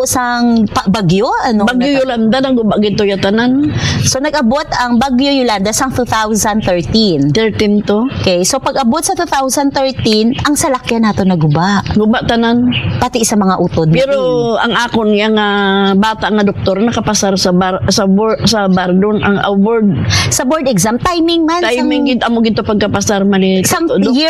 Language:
Hiligaynon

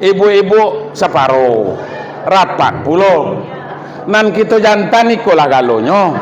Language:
Minangkabau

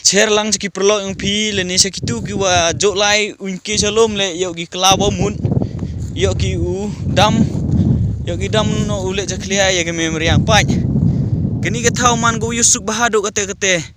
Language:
Pnar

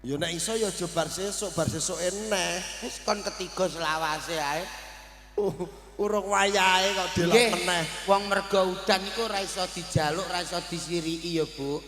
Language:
Javanese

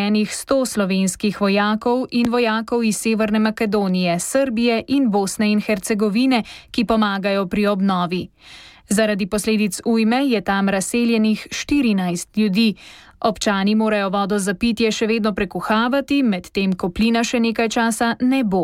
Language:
Slovenian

